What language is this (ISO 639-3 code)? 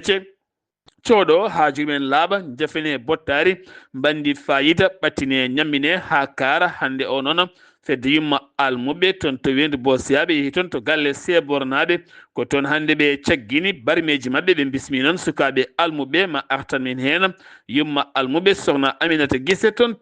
ful